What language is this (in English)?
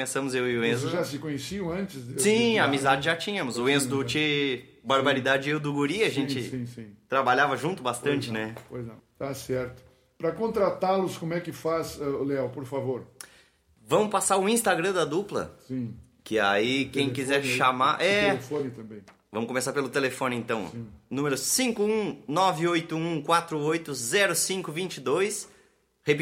Portuguese